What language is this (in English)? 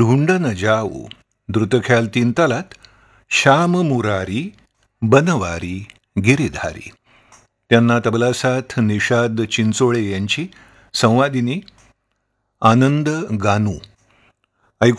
Marathi